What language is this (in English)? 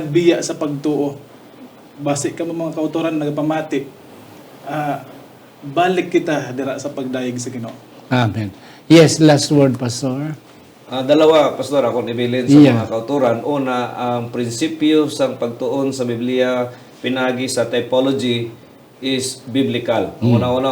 Hiligaynon